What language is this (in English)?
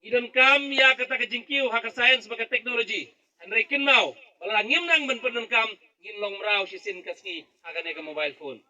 Khasi